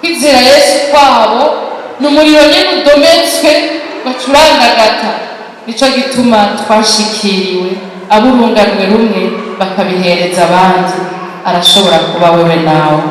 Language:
Rundi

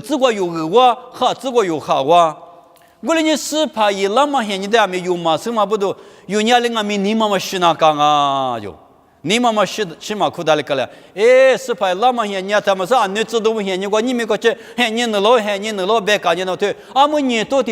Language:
Lisu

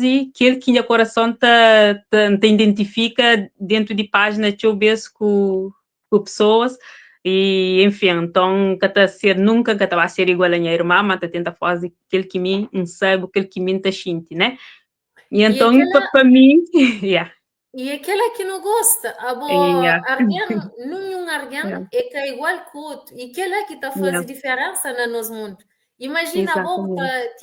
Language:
Kabuverdianu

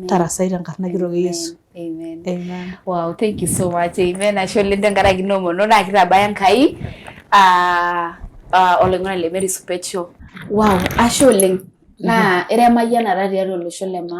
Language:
Masai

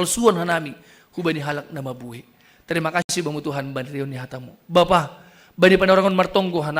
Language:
Batak Simalungun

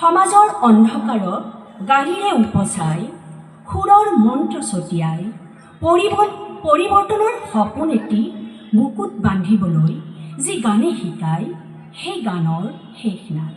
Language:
Assamese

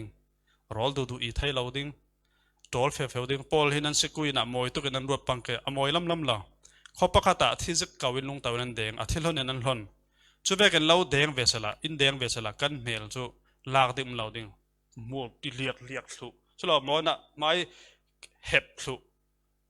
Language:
Falam Chin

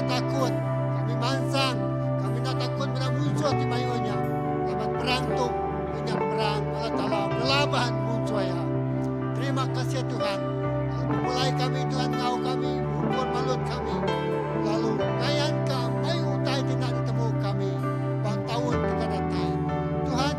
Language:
Iban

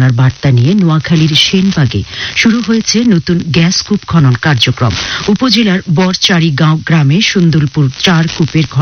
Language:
Bangla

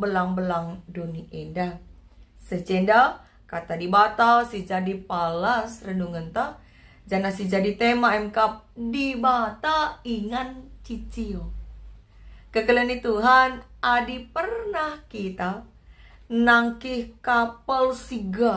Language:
Batak Karo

